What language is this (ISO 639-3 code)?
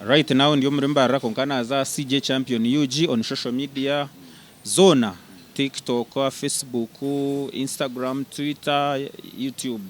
nyn